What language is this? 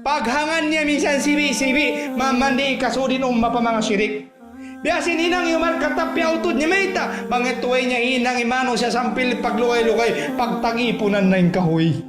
Tausug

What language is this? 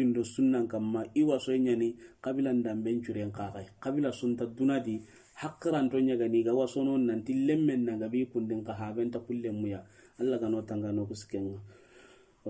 Soninke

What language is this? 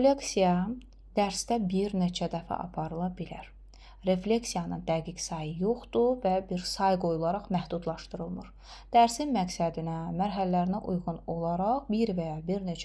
Azerbaijani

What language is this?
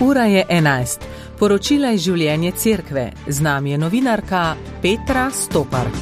Slovenian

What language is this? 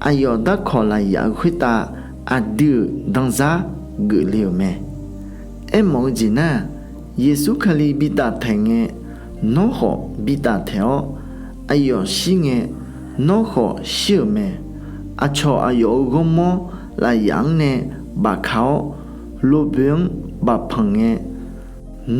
Akha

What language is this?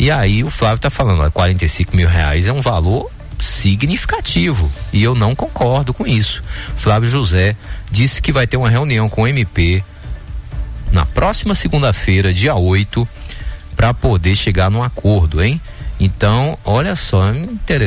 Portuguese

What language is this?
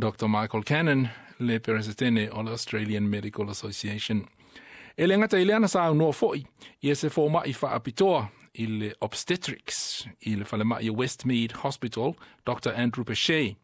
Samoan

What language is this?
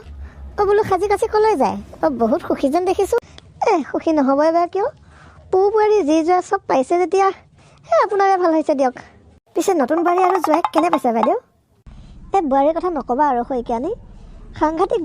Assamese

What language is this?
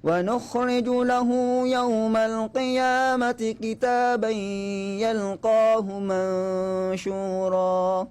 Maranao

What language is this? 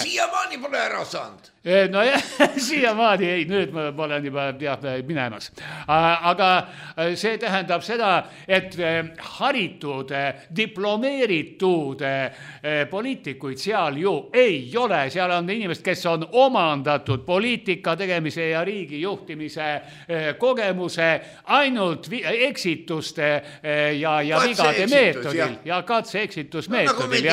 Estonian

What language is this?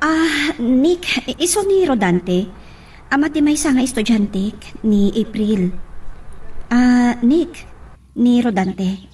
Iloko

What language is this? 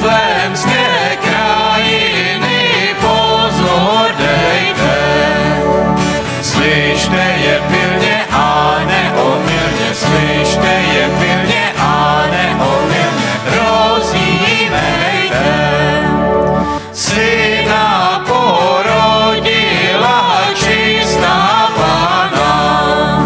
Czech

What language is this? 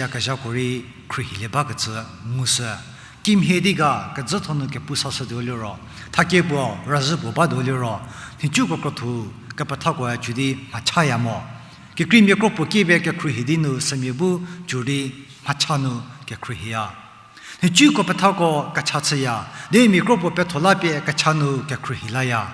Angami Naga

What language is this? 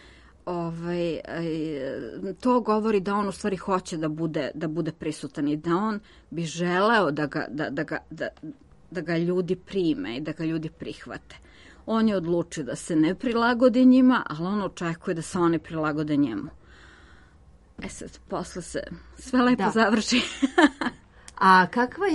Serbian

